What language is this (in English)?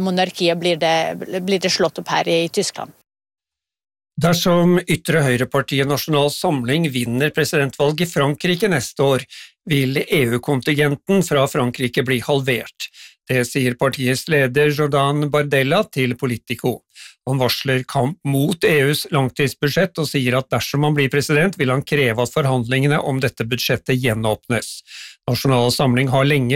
Norwegian